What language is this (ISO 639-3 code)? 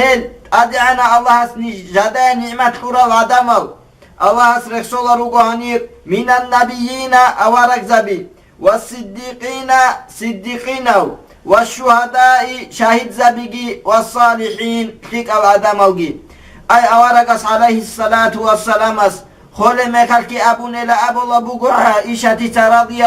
ava